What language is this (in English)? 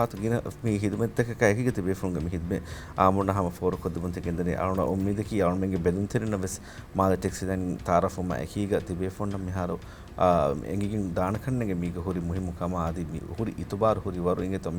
Divehi